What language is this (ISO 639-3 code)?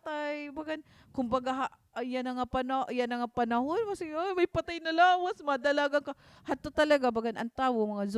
war